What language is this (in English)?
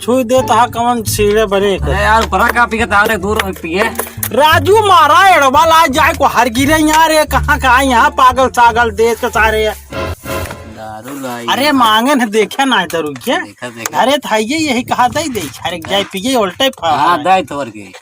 Awadhi